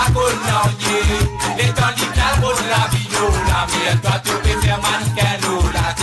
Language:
Morisyen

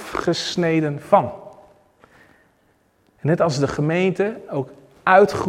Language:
Dutch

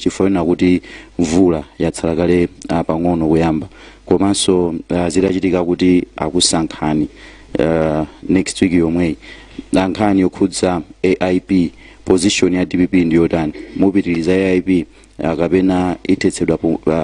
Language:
Nyanja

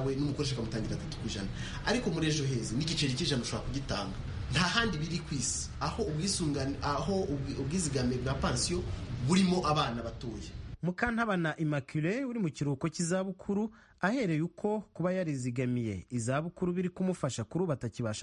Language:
Kinyarwanda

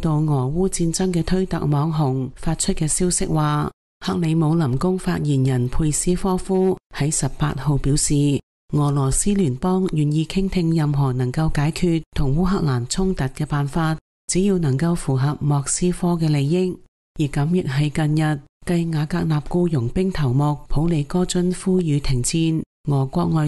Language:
Cantonese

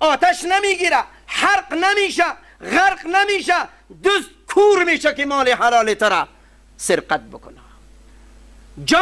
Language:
Persian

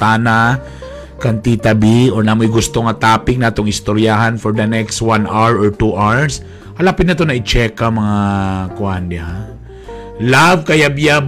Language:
Cebuano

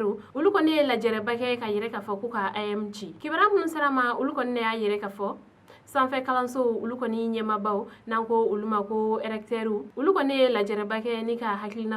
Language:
Bambara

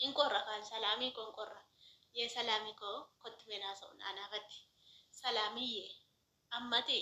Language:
Oromo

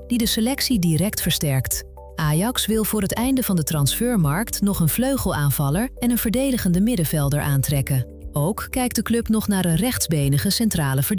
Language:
Dutch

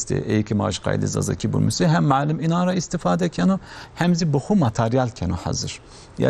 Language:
Kurdish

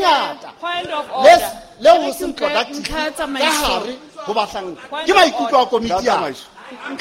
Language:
Southern Sotho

